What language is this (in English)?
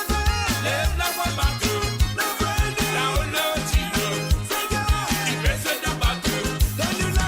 Morisyen